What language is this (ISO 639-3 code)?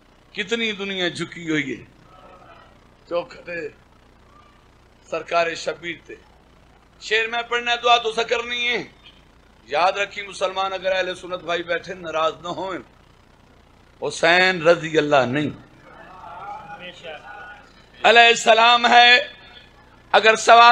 urd